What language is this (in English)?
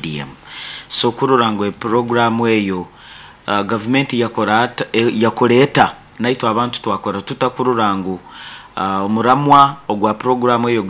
Nyoro